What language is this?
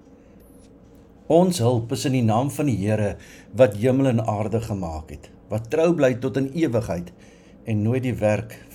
Afrikaans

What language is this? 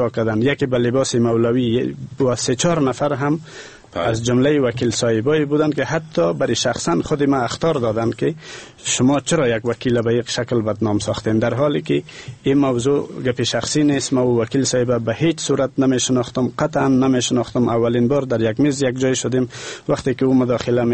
Persian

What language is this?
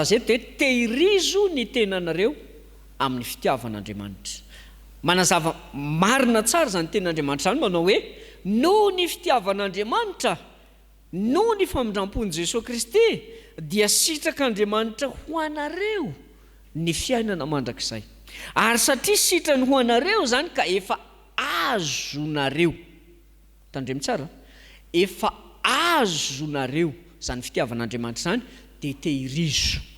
Malagasy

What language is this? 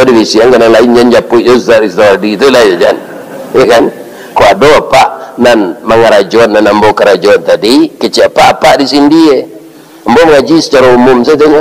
Minangkabau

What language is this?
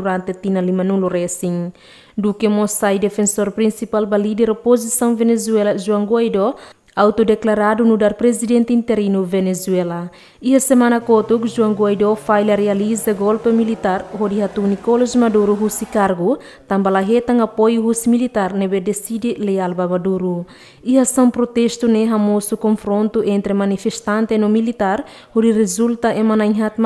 Tetum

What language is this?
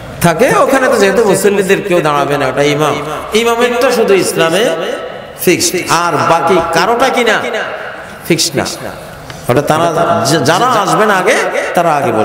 Bangla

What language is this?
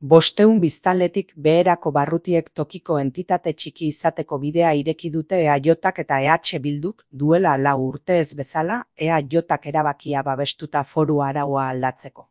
Basque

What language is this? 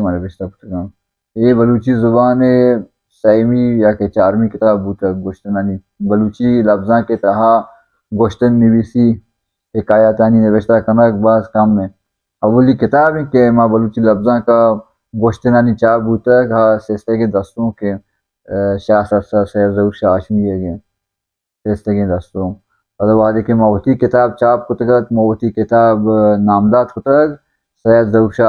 Baluchi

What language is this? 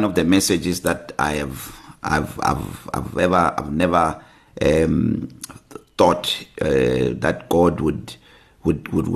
English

